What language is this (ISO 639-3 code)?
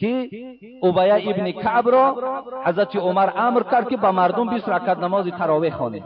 tgk